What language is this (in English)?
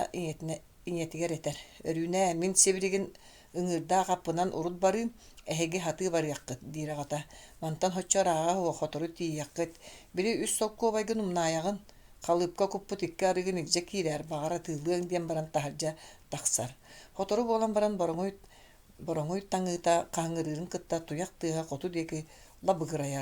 Yakut